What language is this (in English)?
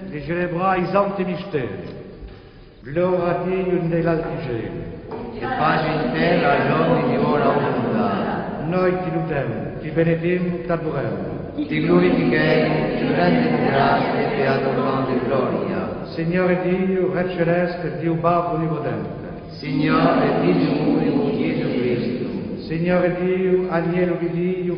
Corsican